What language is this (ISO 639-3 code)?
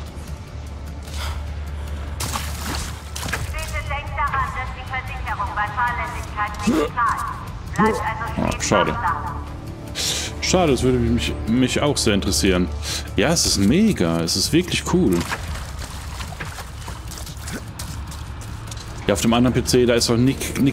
deu